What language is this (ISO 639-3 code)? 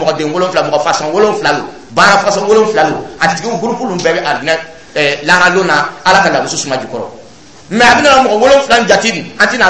dyu